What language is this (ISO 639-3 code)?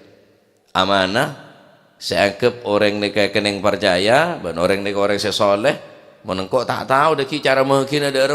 mad